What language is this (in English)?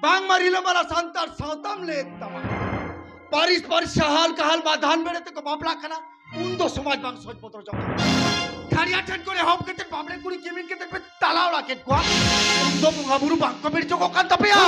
Santali